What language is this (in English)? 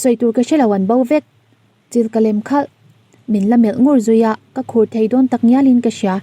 Mizo